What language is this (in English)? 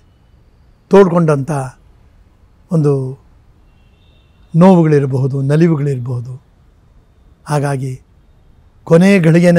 Kannada